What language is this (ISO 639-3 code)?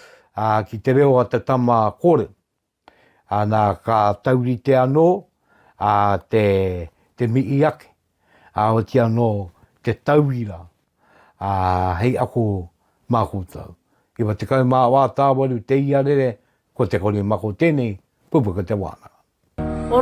mri